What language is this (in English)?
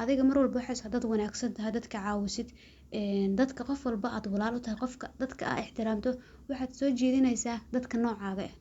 Somali